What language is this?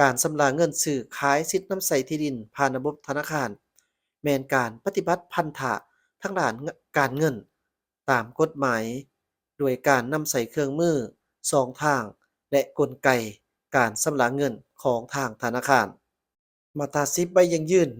Lao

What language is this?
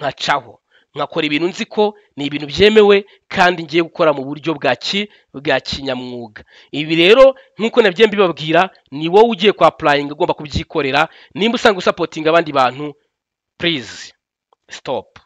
Kinyarwanda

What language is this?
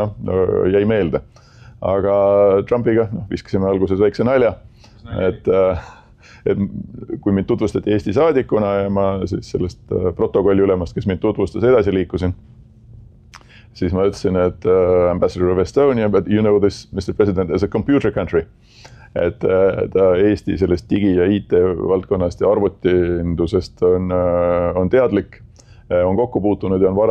Estonian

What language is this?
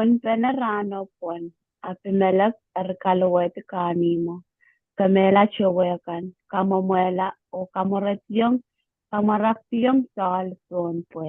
Pohnpeian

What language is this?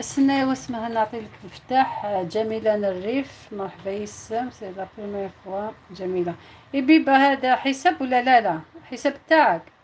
Algerian Arabic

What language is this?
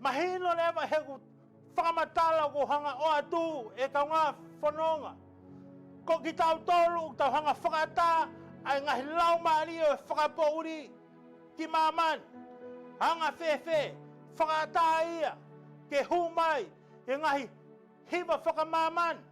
Tongan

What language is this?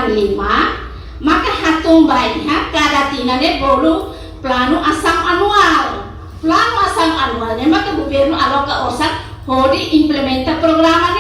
Tetum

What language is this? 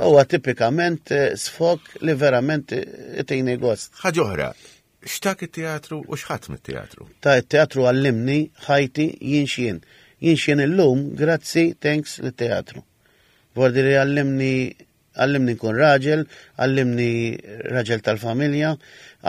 Maltese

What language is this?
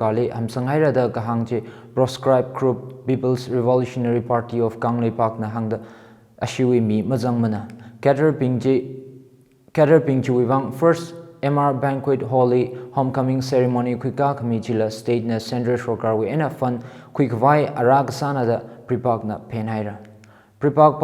Tangkhul Naga (India)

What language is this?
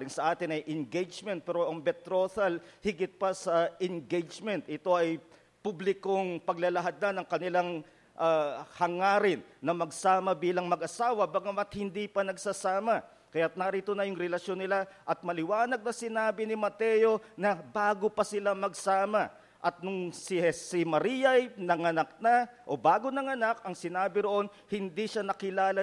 Filipino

